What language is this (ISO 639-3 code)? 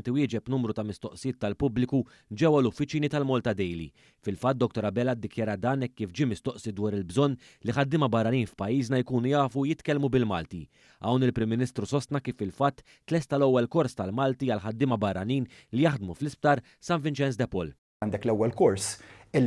mlt